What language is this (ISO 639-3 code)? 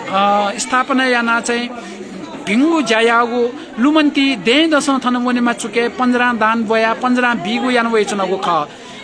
new